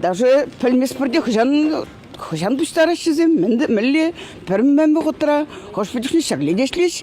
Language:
Chuvash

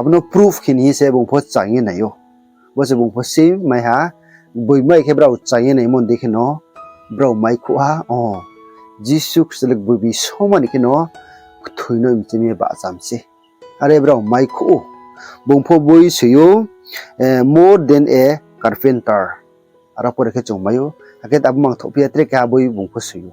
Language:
Riang (India)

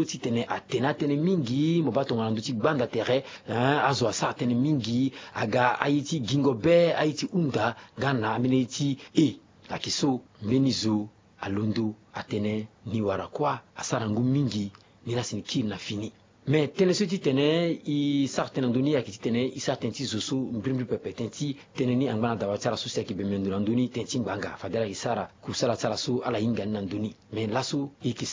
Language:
Sango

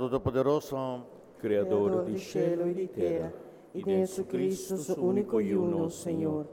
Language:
Papiamento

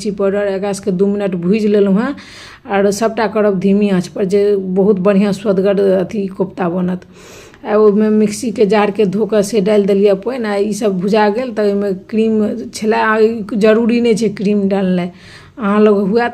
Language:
Maithili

